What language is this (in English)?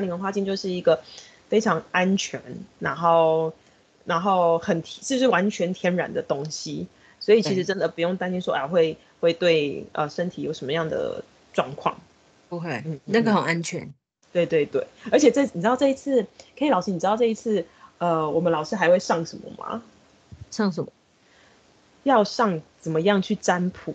Chinese